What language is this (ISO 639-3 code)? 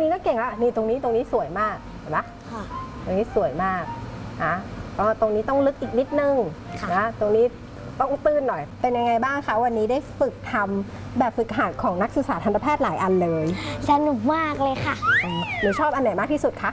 tha